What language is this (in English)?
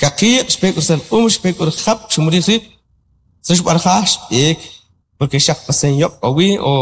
Kʼicheʼ